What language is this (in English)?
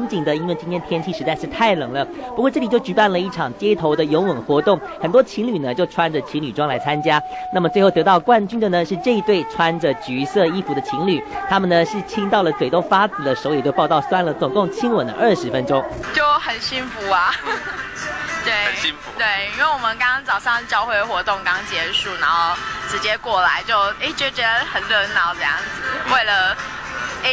Chinese